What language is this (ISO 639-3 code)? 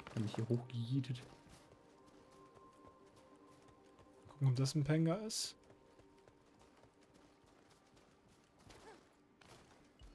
deu